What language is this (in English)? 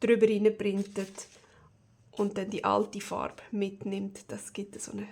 Swiss German